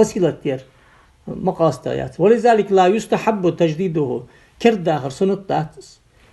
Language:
Ingush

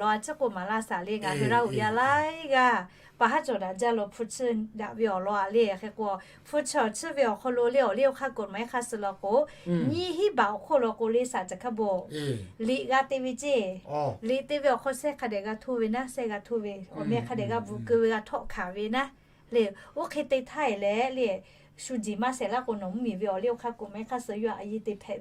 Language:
Lahu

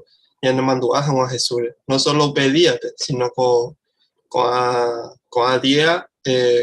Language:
Guarani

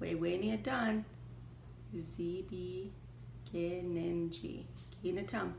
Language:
Chippewa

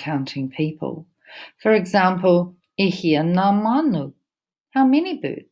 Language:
Māori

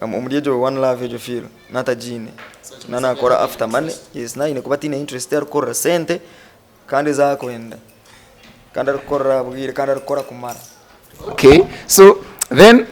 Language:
Nyankole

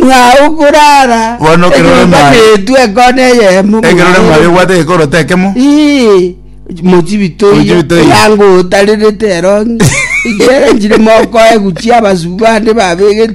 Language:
Gusii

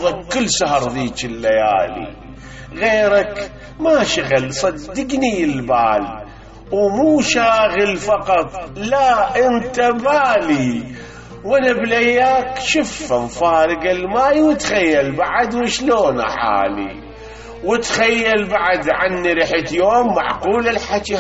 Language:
Mesopotamian Arabic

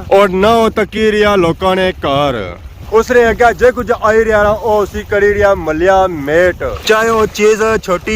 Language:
Pahari-Potwari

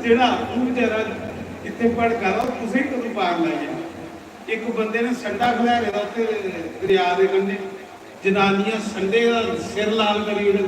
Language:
Dogri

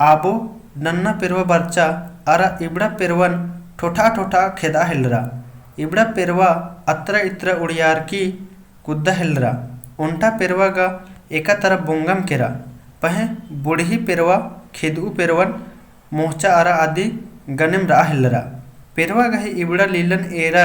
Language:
Kurukh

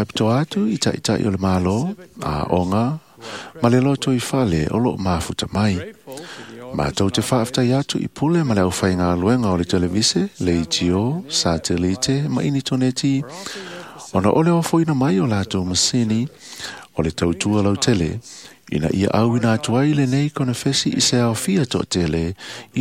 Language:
Samoan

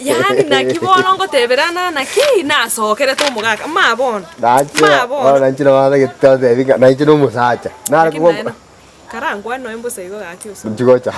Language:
Gusii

